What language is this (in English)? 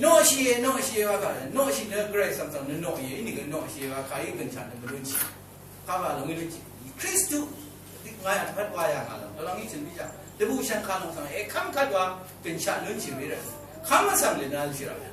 Rawang